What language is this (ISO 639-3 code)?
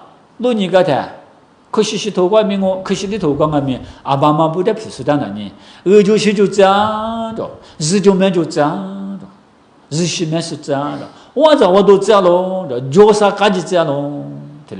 lis